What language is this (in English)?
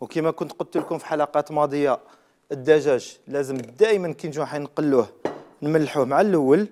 Algerian Arabic